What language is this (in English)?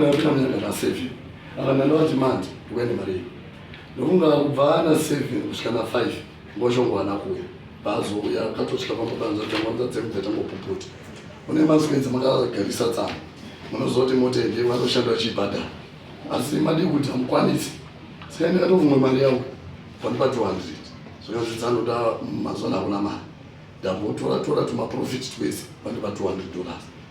Shona